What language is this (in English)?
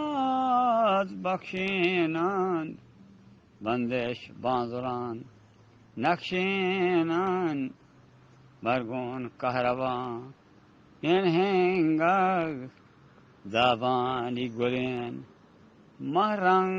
Eastern Balochi